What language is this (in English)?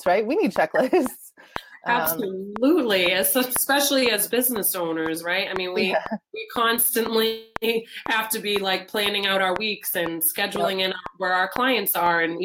English